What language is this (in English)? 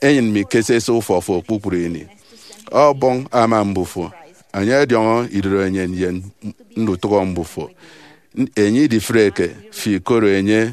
Efik